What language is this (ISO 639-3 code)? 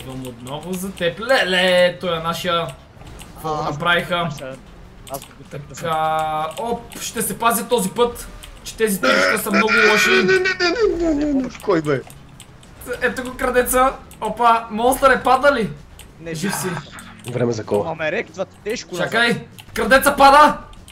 bul